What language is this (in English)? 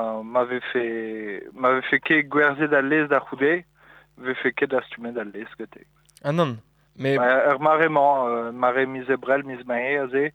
Breton